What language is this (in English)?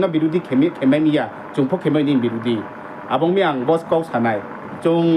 Riang (India)